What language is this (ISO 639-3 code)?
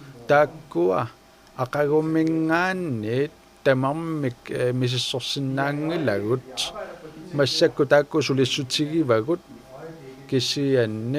kal